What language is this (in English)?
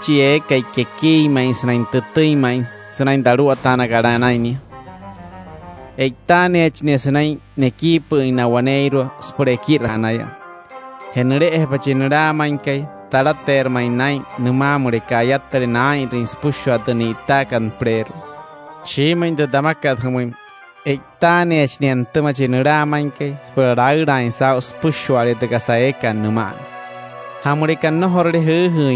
Wayuu